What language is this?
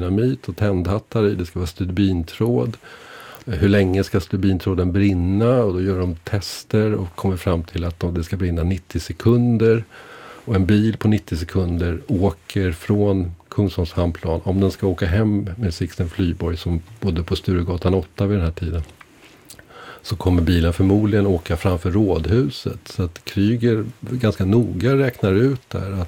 Swedish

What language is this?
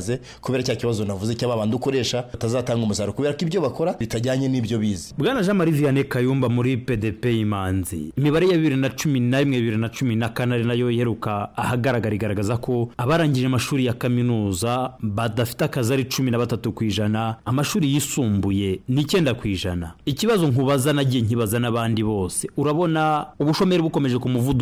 Kinyarwanda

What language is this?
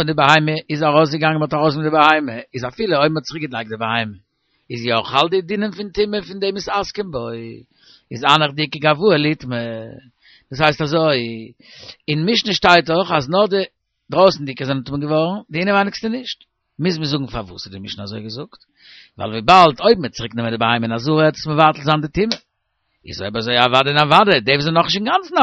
Yiddish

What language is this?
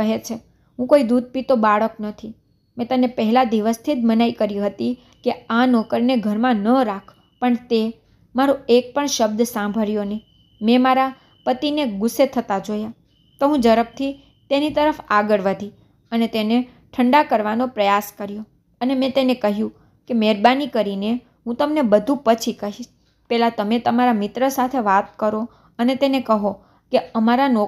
Gujarati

